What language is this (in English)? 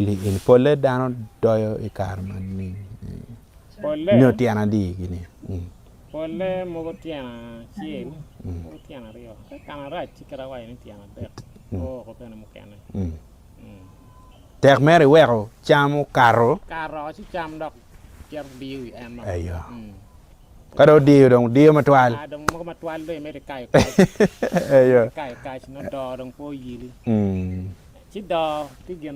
Acoli